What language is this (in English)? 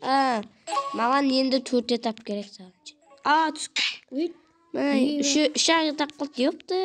Kazakh